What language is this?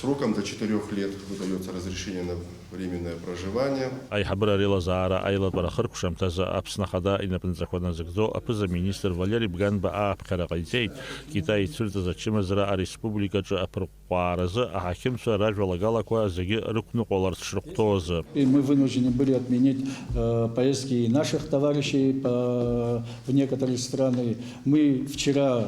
Abkhazian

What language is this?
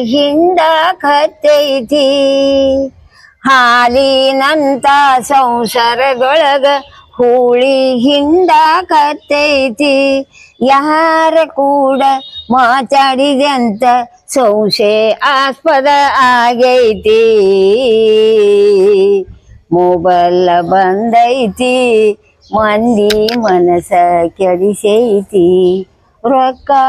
Kannada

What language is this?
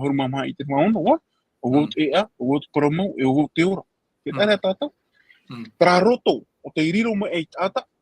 Tahitian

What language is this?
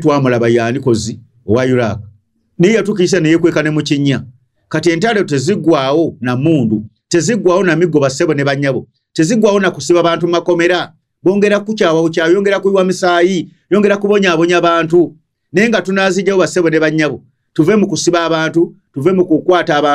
Ganda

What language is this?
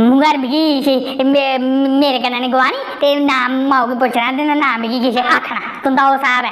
Dogri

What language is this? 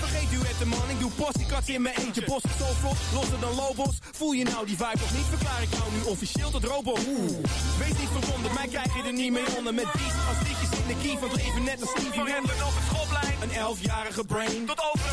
Dutch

